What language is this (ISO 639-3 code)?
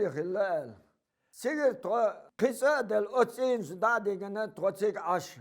che